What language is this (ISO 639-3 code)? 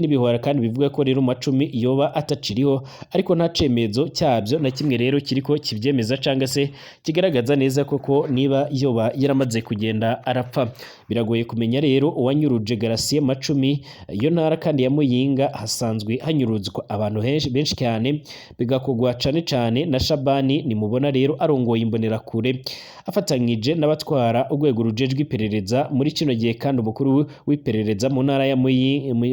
run